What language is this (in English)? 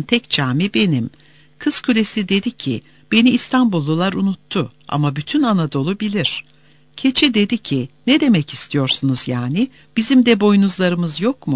Turkish